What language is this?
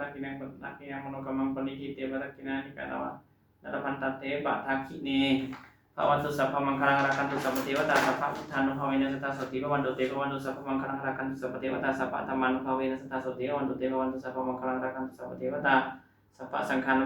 Pali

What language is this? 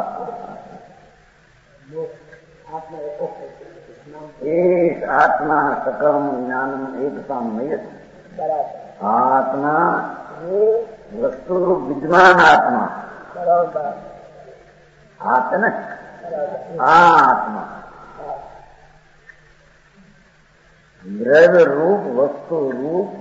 Gujarati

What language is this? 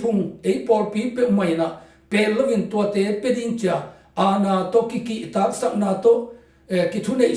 Tedim Chin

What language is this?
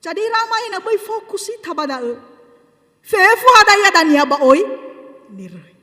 Nias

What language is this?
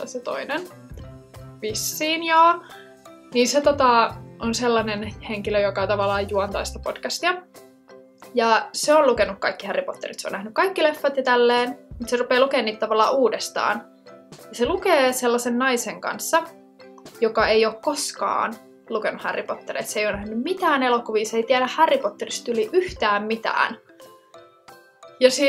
Finnish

